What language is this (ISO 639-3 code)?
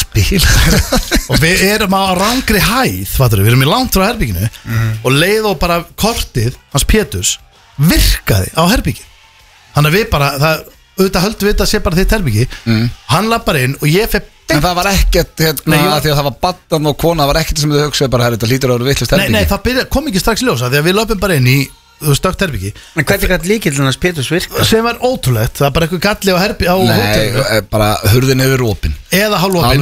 isl